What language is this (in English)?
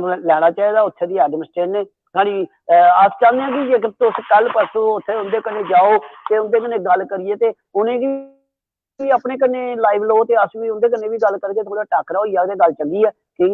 Dogri